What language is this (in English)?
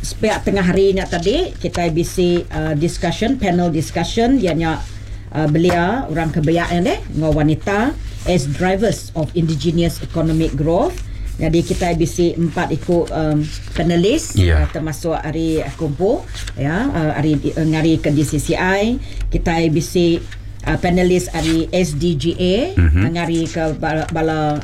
Iban